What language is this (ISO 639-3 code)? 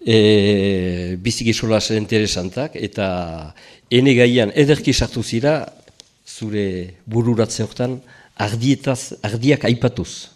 eus